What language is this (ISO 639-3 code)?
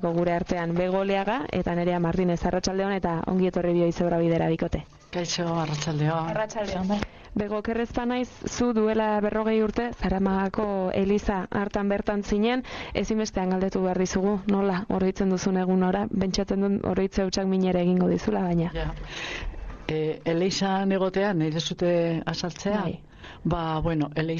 eus